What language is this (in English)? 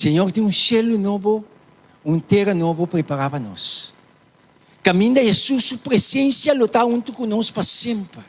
Papiamento